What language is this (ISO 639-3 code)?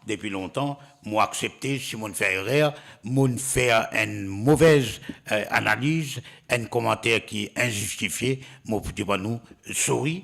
mfe